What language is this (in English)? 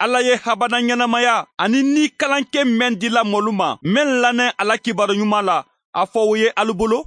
Bambara